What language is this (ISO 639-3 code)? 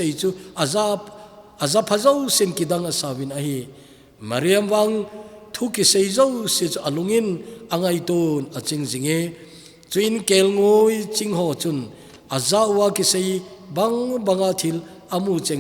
tcz